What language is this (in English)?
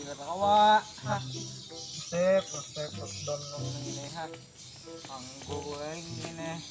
Banjar